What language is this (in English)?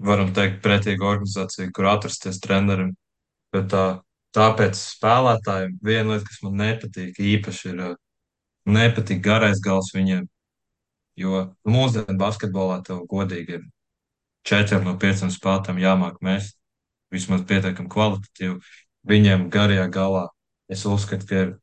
Latvian